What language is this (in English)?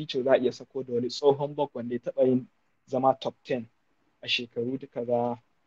Hausa